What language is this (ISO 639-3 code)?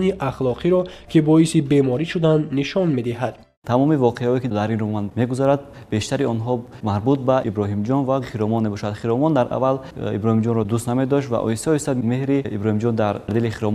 tgk